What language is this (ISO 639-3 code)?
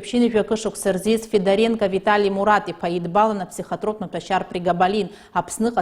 abk